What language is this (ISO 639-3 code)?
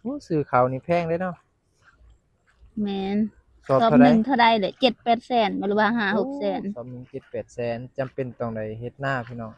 tts